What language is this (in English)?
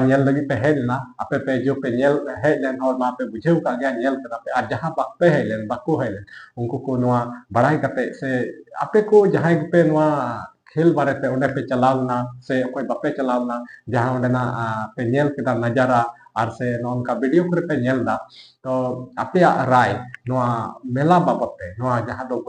Santali